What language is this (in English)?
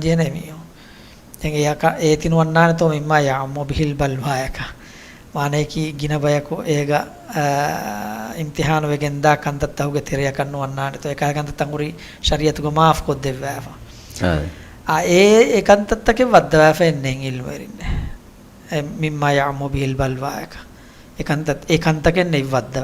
Divehi